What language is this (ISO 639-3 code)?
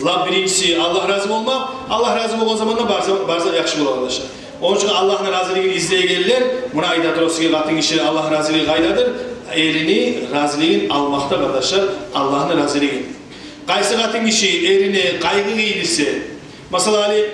kum